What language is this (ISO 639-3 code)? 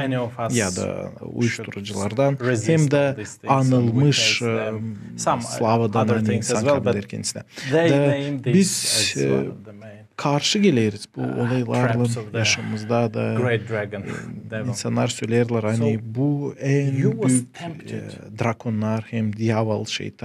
gag